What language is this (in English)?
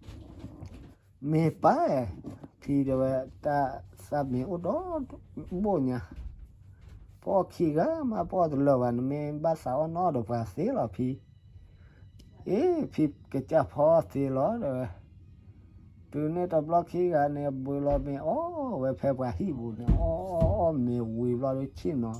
S'gaw Karen